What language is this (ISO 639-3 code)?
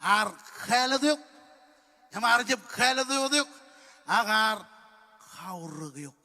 mah